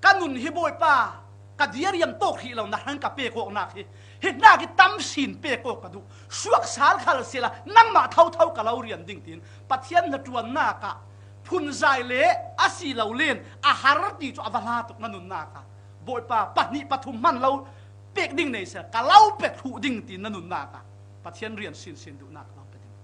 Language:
Falam Chin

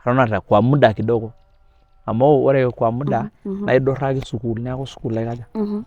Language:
Masai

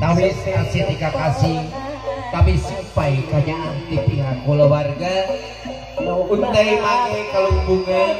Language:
Sundanese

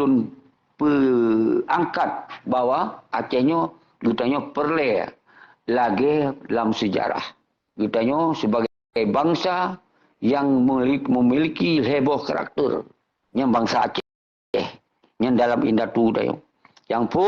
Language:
Achinese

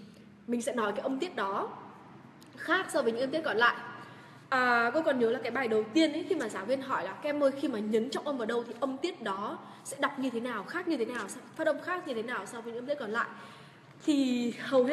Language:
Vietnamese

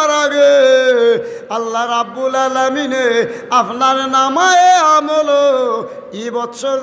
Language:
Sylheti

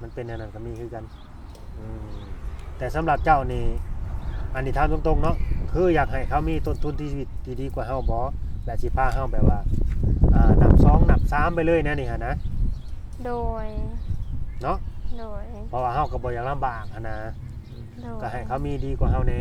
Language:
Lao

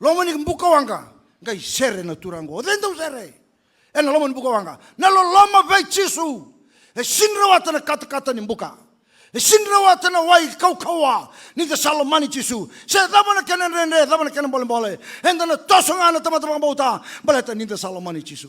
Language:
Fijian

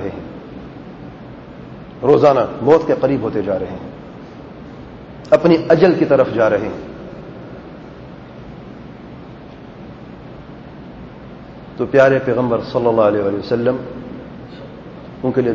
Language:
Urdu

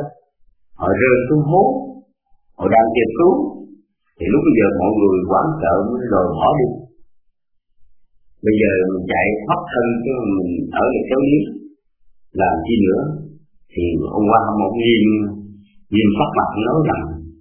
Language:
Vietnamese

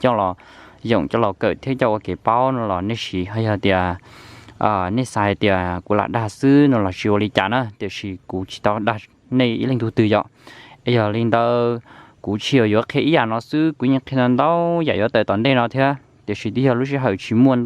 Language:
Hmong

